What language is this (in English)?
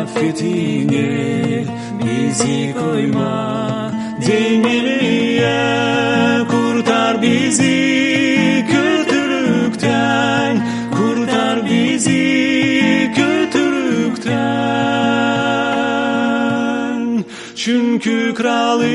Gagauz